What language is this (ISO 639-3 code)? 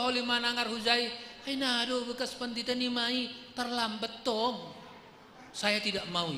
bts